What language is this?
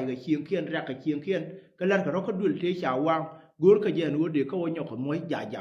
Nuer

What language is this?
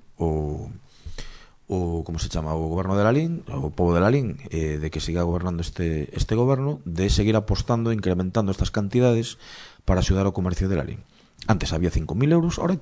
Galician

